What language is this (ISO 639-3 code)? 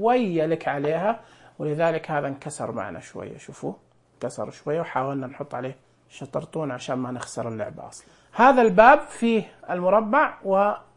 ars